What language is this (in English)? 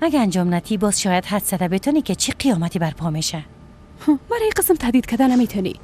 Persian